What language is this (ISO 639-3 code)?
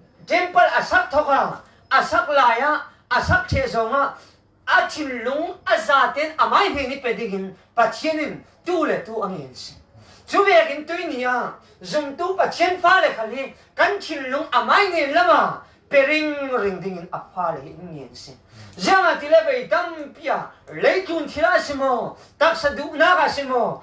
cfm